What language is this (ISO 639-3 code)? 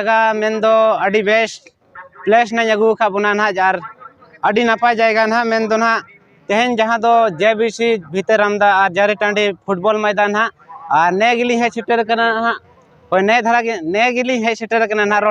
sat